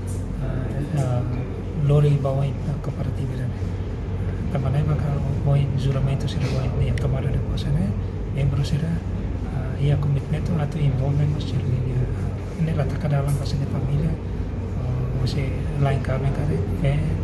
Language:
Tetum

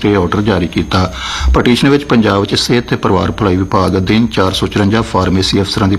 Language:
Punjabi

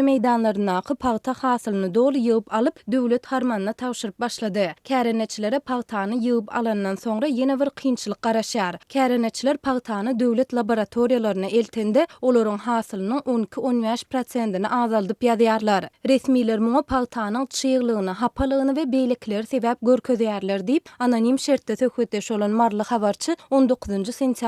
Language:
Turkmen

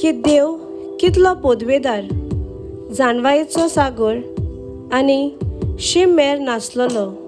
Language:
Konkani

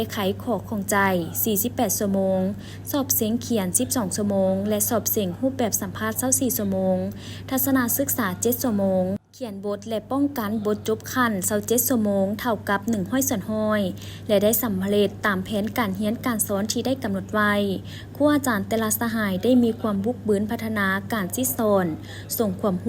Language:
Lao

